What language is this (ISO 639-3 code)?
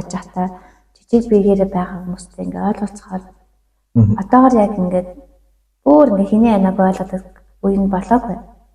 mon